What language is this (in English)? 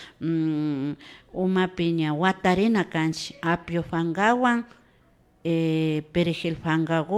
Imbabura Highland Quichua